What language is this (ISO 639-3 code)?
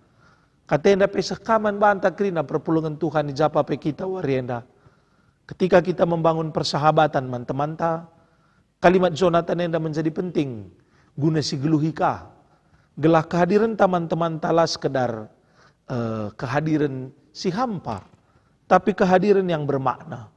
btx